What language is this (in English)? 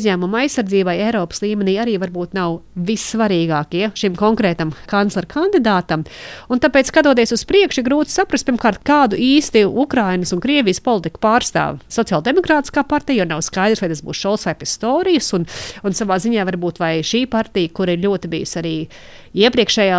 Latvian